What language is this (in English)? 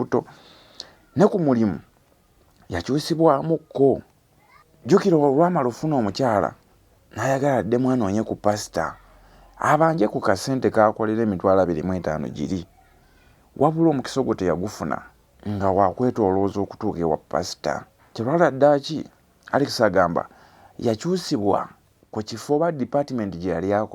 Ganda